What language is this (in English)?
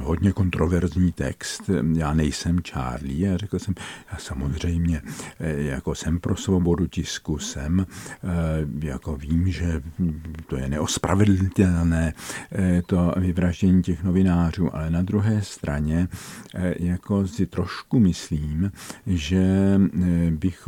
Czech